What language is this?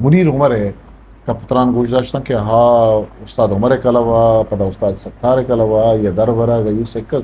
Eastern Balochi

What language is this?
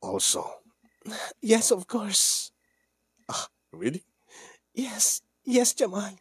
Iloko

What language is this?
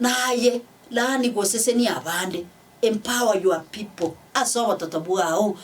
Gusii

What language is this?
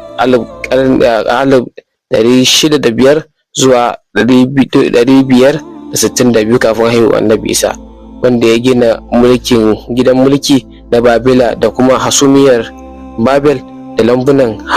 Hausa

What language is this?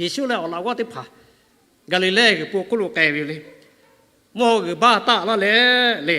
Lahu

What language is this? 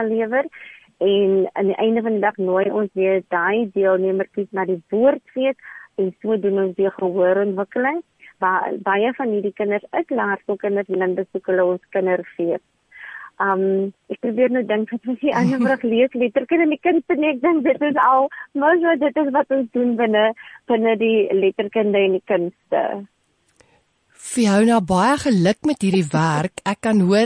Afrikaans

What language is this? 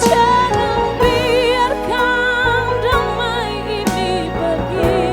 Ambonese Malay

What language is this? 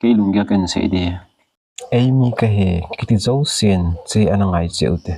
Thado Chin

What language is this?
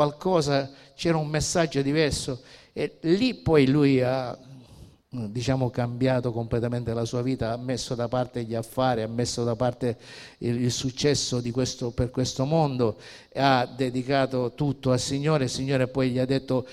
Italian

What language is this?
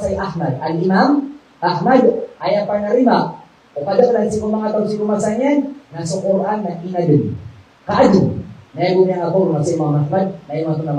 Maranao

